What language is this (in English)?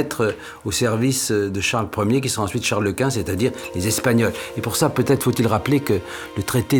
French